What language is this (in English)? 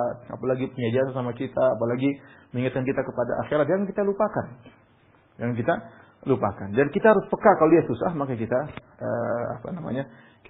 Indonesian